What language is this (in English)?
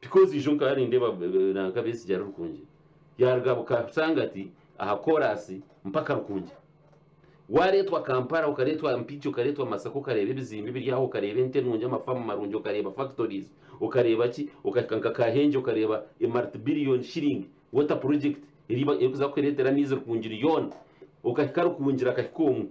Nyankole